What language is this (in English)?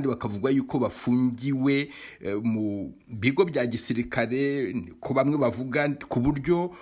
Kinyarwanda